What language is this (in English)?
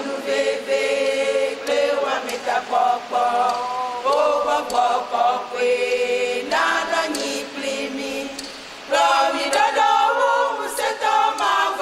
Ewe